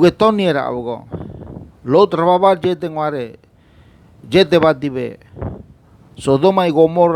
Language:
Ngäbere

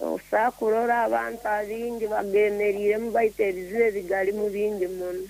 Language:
Nyankole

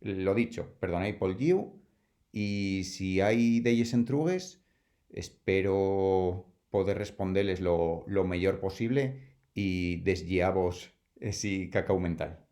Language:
Asturian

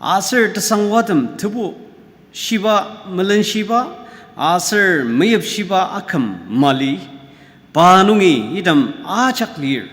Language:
Ao Naga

